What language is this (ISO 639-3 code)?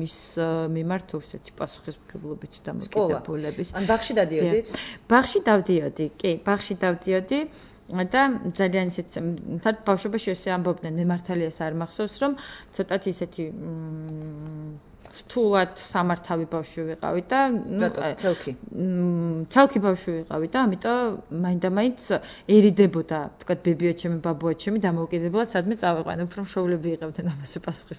kat